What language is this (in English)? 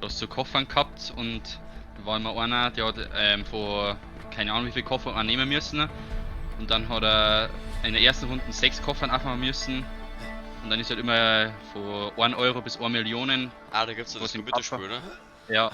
Bavarian